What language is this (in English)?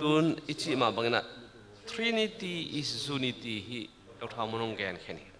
Tedim Chin